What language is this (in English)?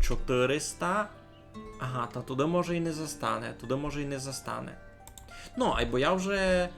Rusyn